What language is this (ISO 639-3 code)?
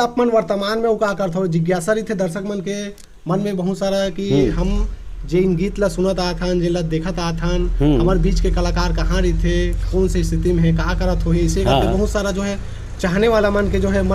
hne